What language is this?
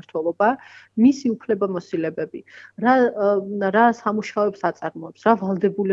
Georgian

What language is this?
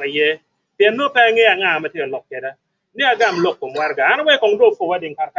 Acoli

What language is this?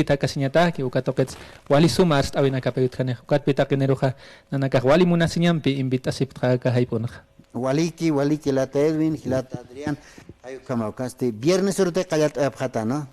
Aymara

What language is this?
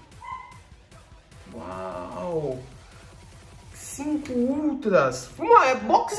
Portuguese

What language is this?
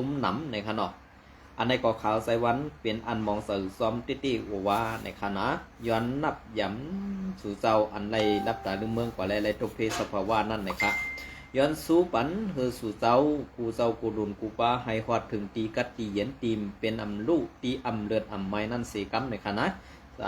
Shan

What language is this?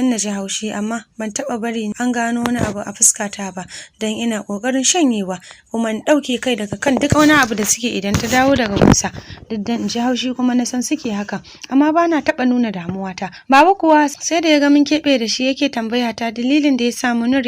Hausa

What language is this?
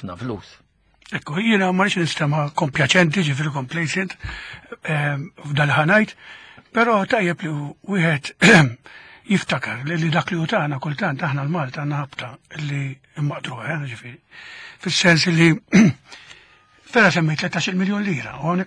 Maltese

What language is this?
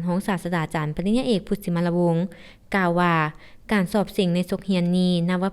Lao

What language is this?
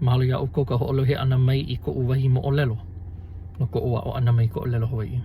Hawaiian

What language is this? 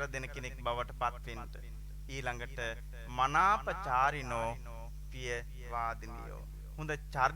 Sinhala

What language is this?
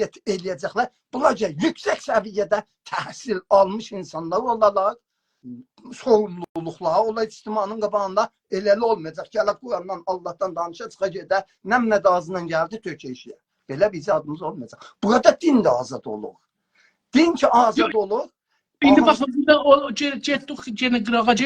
South Azerbaijani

